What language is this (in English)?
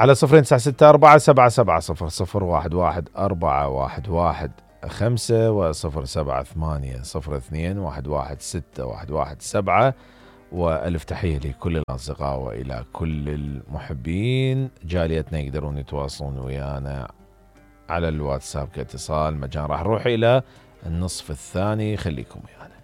Mesopotamian Arabic